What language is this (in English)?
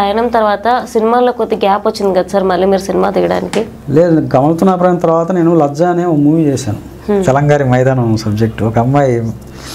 Telugu